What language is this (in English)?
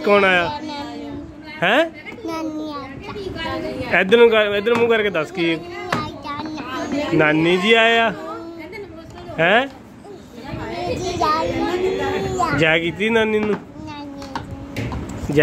Punjabi